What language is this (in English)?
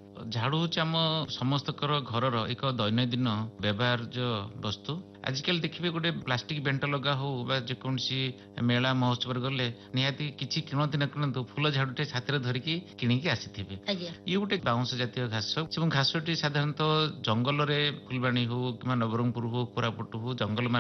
Odia